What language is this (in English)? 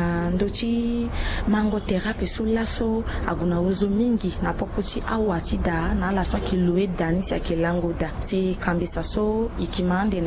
Sango